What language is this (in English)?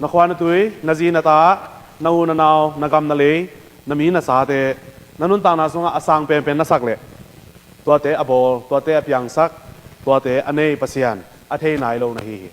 Tedim Chin